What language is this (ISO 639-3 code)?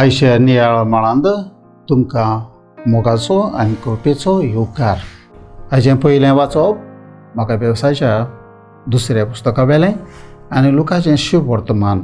kok